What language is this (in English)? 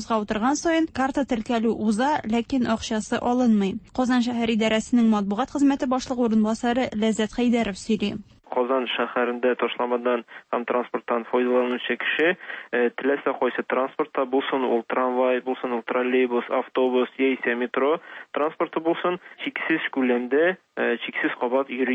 Tatar